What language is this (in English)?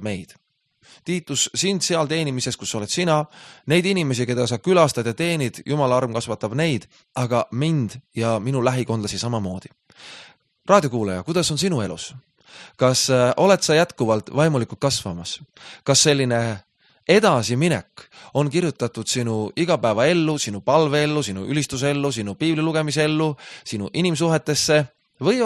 Estonian